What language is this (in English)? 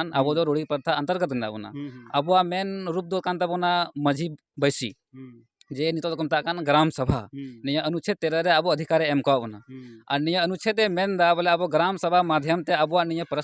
Santali